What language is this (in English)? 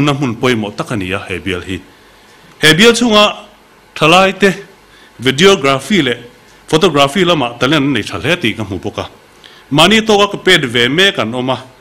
Mizo